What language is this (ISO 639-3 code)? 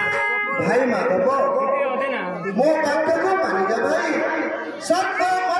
bho